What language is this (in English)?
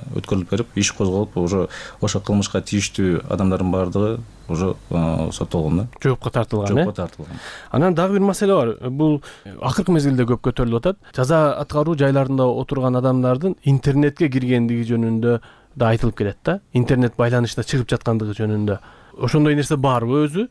Kyrgyz